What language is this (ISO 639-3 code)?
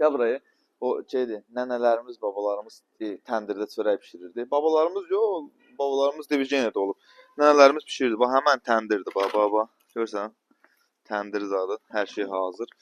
aze